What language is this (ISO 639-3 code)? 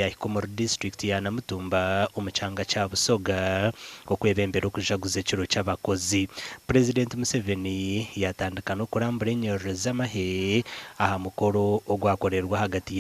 nyn